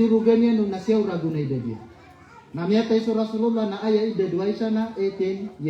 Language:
Maranao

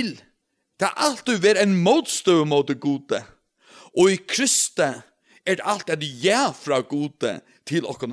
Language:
Faroese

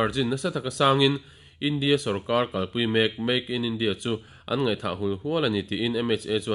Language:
Mizo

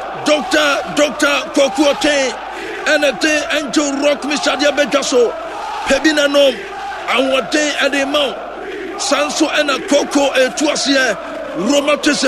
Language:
Akan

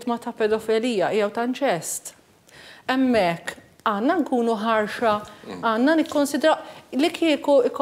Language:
Maltese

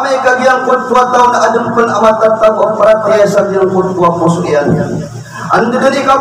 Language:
Maranao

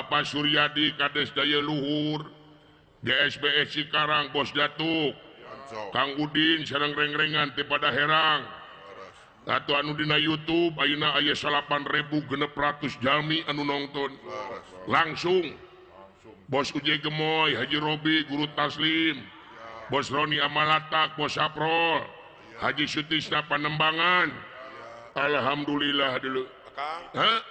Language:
Sundanese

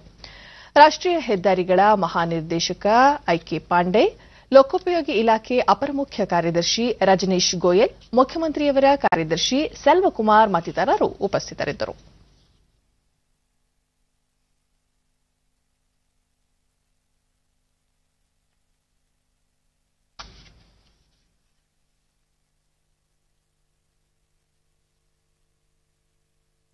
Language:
Kannada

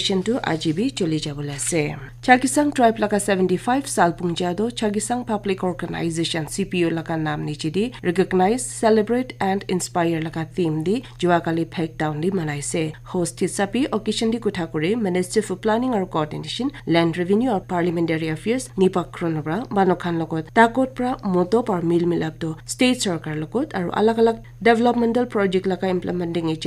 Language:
Naga Pidgin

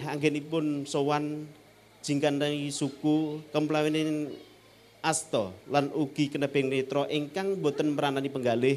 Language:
Javanese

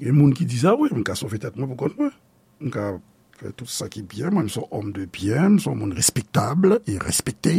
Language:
Haitian Creole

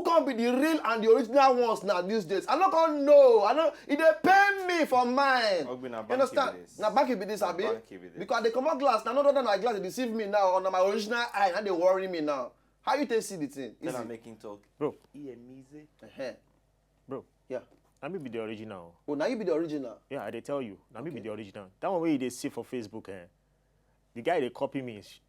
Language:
Nigerian Pidgin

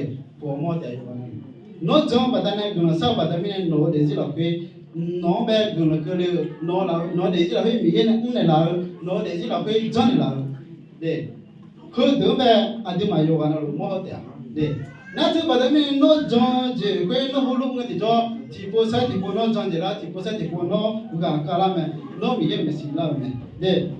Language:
Akha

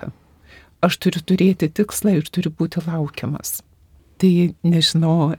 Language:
Lithuanian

